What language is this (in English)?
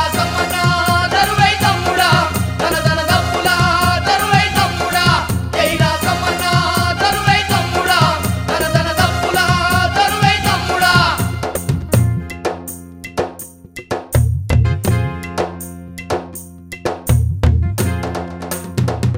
Telugu